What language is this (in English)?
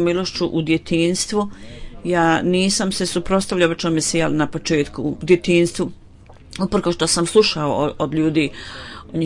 Bosnian